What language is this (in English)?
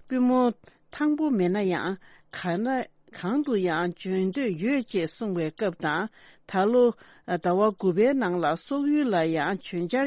Tibetan